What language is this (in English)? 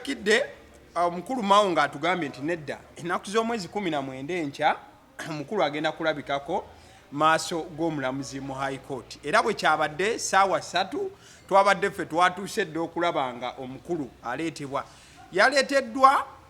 Ganda